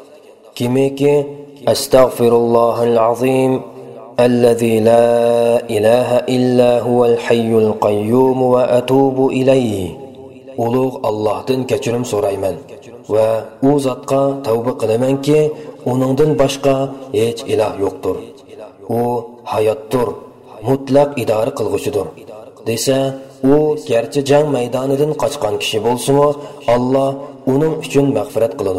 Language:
Uyghur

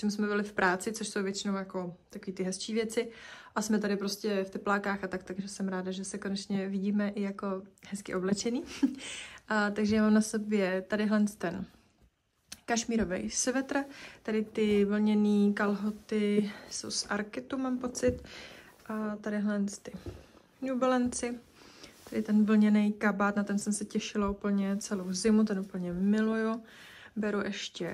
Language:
Czech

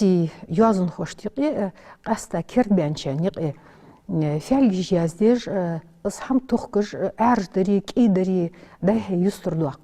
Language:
Ingush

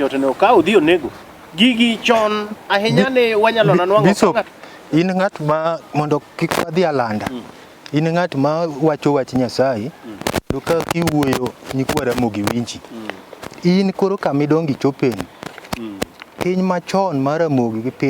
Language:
Luo (Kenya and Tanzania)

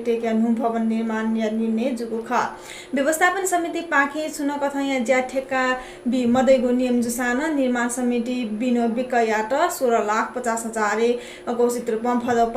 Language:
Newari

